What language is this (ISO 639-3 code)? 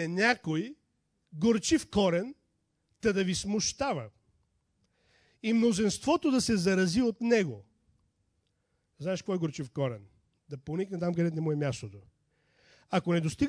bul